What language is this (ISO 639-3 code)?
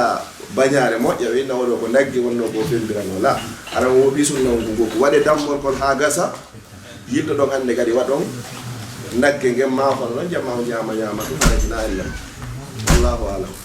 ful